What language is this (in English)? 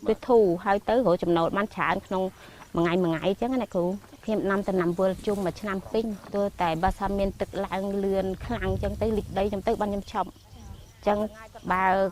Khmer